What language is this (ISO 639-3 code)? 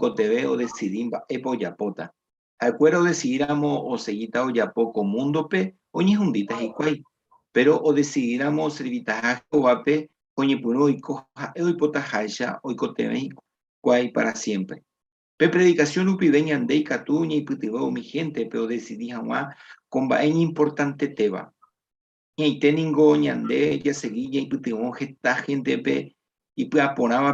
grn